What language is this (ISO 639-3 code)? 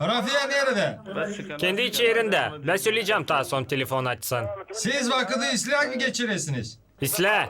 gag